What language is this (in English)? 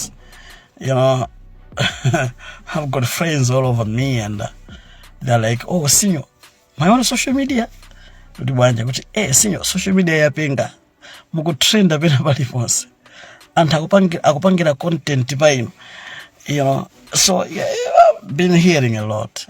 Nyanja